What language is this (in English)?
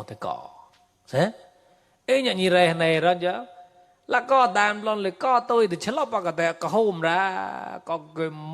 Mon